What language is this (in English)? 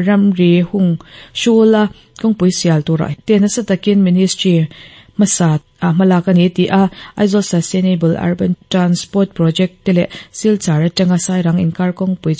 Mizo